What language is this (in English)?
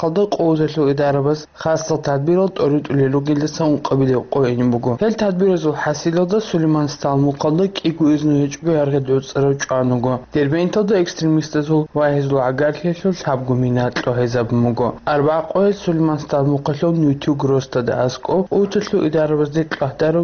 Avaric